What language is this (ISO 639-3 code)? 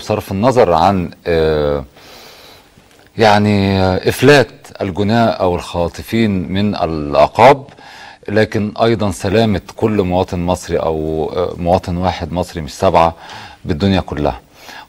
arz